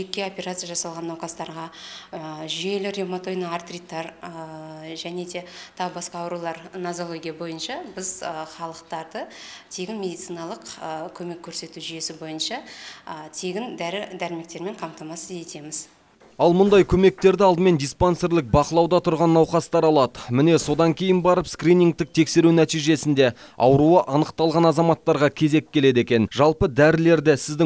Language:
Kazakh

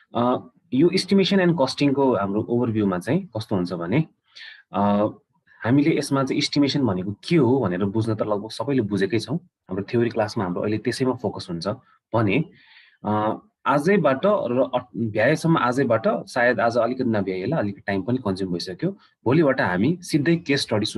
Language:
Nepali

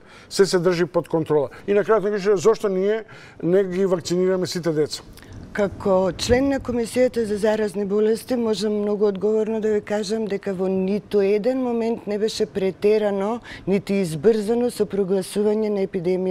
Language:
Macedonian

